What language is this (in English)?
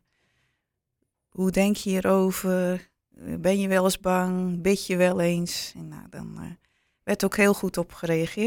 Dutch